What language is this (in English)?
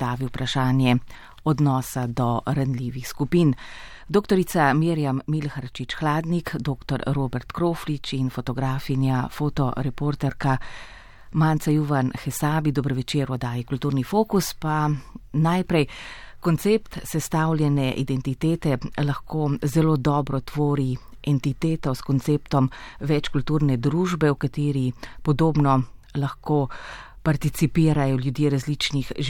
Slovenian